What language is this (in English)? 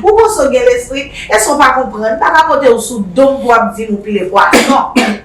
Haitian Creole